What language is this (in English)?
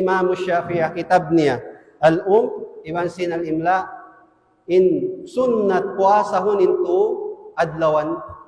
Tausug